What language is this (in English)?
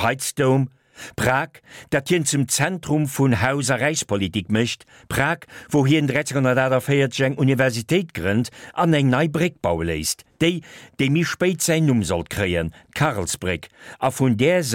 Luxembourgish